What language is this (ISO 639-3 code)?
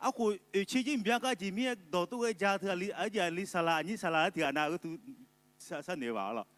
ahk